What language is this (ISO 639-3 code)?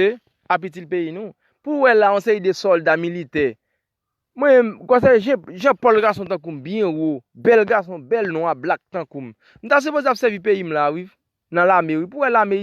hat